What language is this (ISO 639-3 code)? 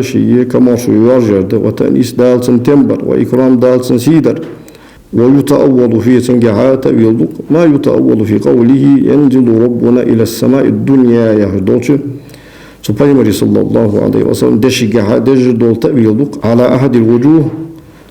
inh